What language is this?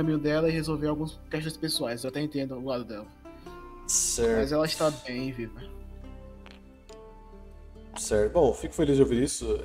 Portuguese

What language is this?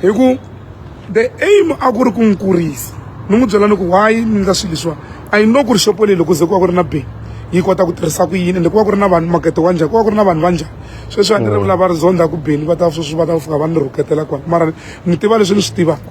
Tsonga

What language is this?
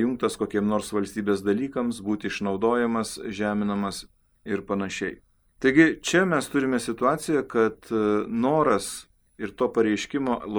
Lithuanian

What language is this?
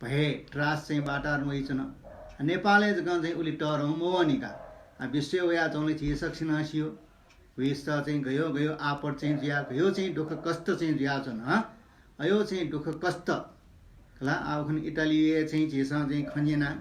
Newari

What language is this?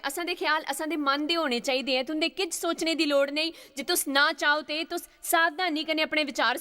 Dogri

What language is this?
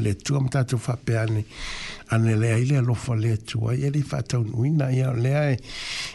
Samoan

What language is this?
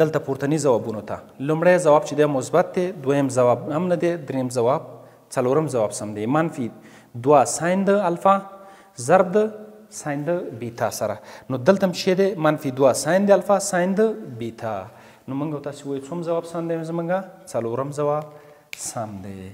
Pashto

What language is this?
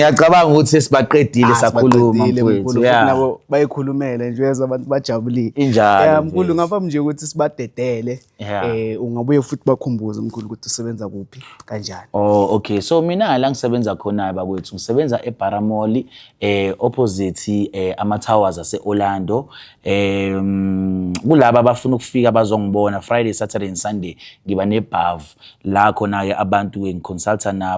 Zulu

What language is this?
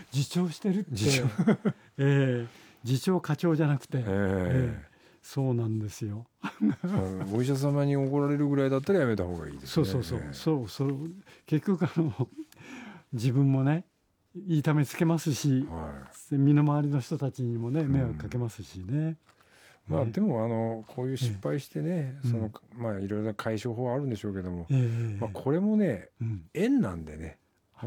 Japanese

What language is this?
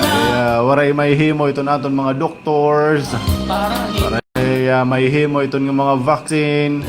Waray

